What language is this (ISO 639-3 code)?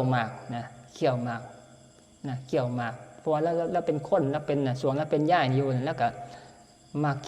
tts